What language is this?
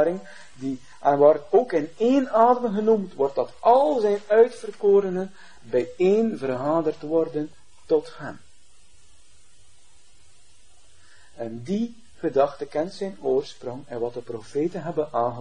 Dutch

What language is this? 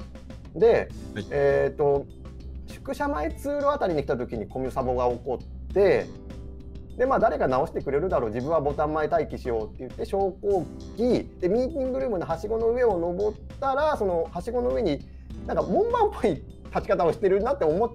Japanese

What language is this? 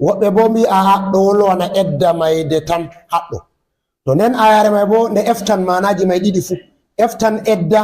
Fula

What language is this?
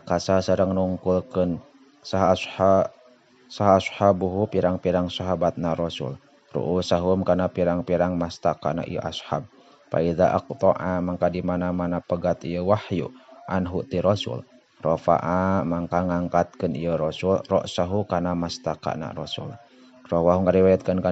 Sundanese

